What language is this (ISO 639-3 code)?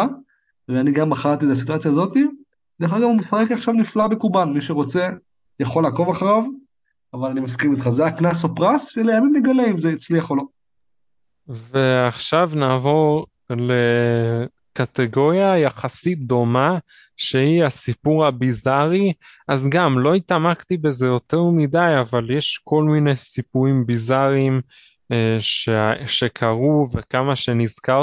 heb